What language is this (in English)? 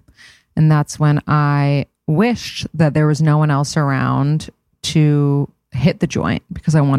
English